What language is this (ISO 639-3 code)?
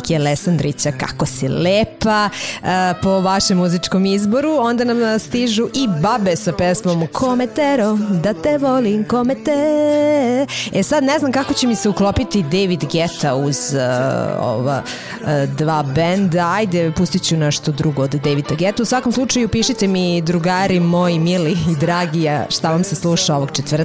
srp